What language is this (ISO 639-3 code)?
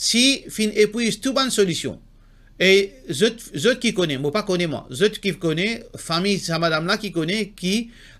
mfe